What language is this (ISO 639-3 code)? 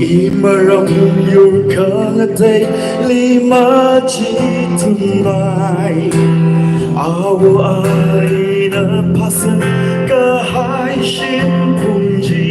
nmf